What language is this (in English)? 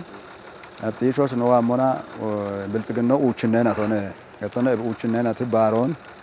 Kafa